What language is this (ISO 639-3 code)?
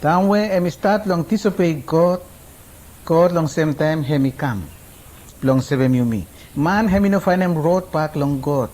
akr